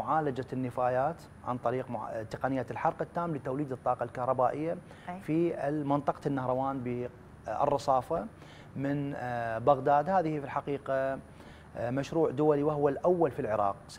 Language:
Arabic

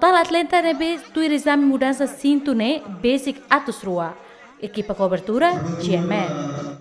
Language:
Tetum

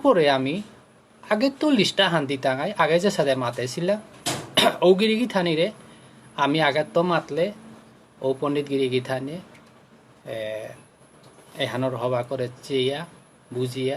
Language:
Bishnupriya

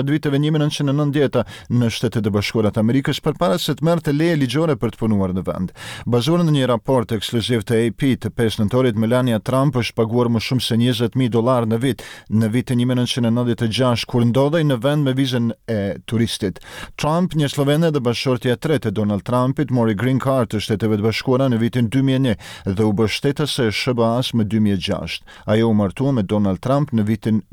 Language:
Albanian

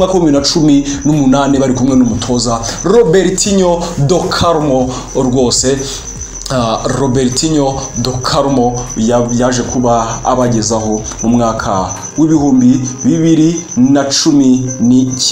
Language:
Kinyarwanda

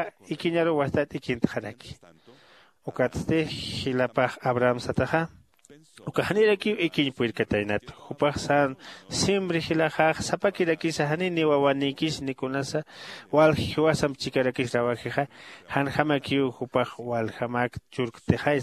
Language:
Aymara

